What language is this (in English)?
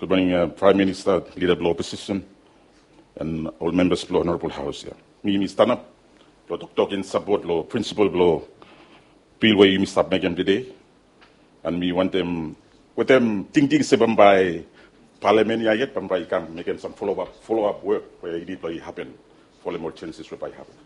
Bislama